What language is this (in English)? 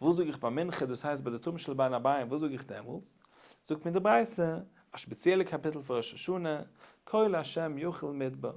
Yiddish